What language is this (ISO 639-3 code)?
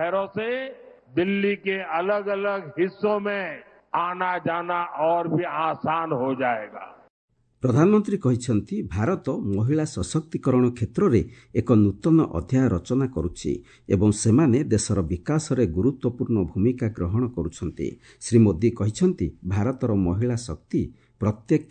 ori